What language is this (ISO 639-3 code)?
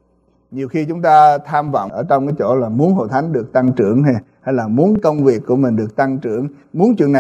vie